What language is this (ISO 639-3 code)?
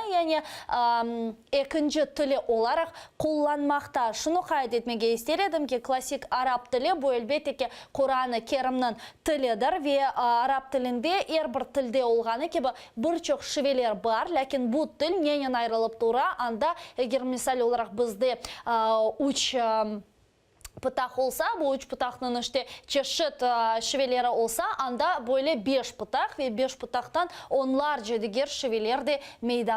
crh